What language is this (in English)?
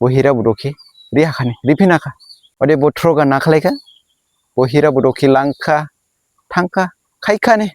Dimasa